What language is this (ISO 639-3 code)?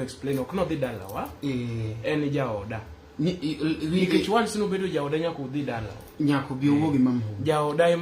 luo